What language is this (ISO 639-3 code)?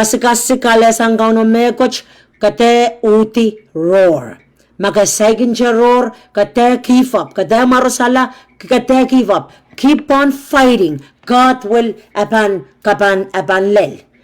pon